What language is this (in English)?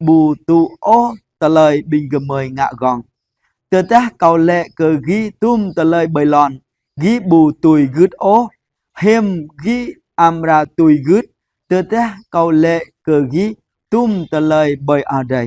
Jarai